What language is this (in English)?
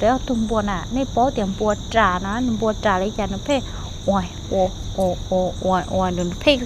Hmong